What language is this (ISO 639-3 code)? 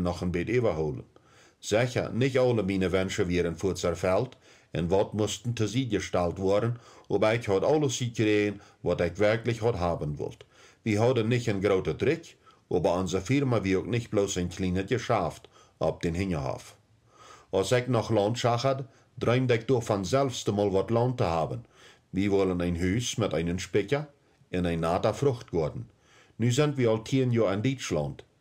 pdt